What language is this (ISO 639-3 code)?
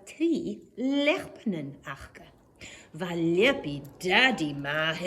gla